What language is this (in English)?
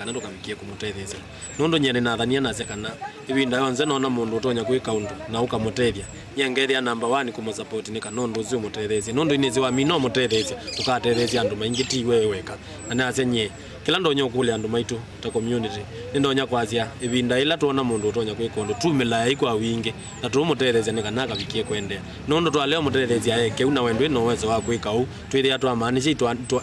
Kamba